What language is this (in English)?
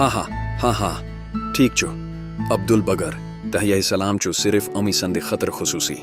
Kashmiri